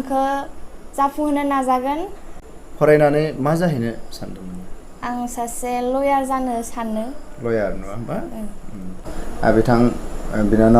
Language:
Bodo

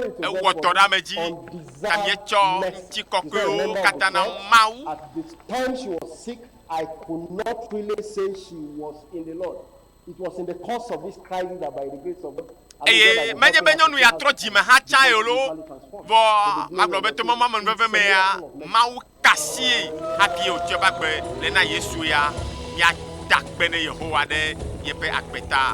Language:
Ewe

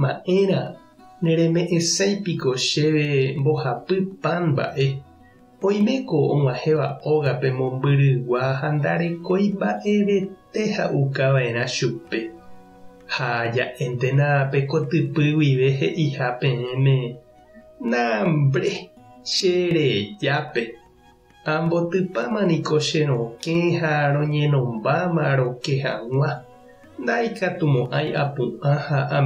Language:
Guarani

